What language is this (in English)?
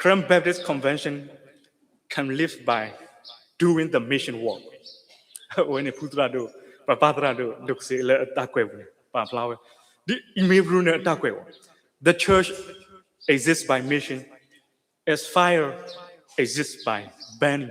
S'gaw Karen